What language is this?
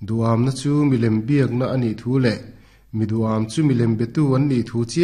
Mizo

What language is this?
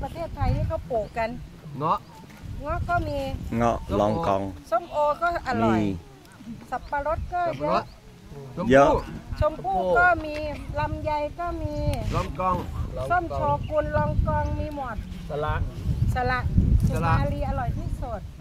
Thai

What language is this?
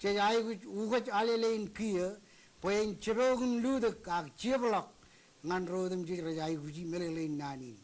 Marshallese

